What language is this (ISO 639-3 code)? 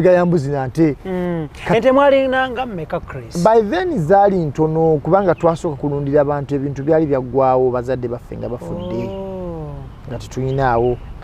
lug